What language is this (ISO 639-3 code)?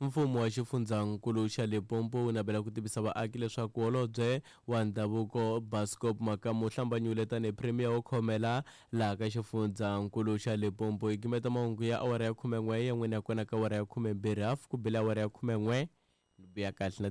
tso